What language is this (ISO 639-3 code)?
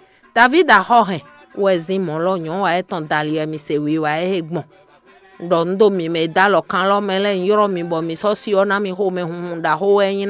fon